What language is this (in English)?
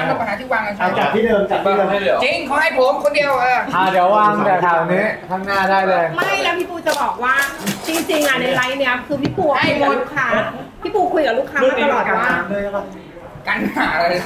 Thai